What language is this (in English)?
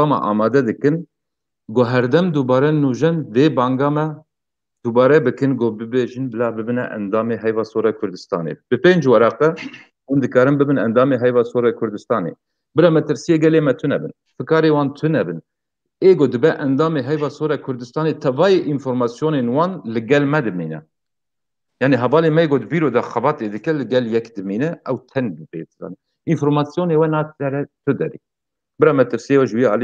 Kurdish